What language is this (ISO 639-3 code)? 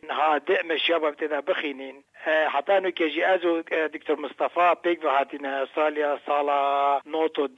kur